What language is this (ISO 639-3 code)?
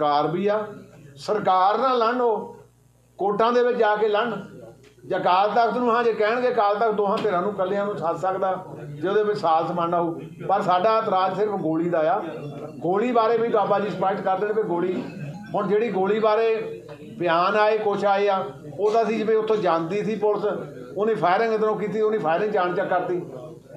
pan